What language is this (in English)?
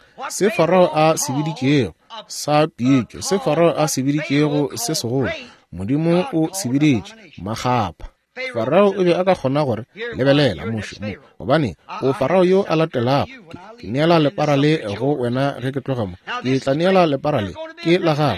Northern Sotho